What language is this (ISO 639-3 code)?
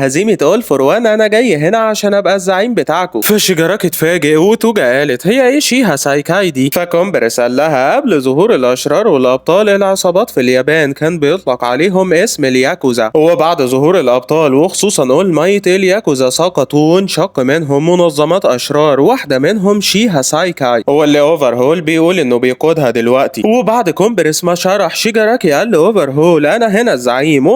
arz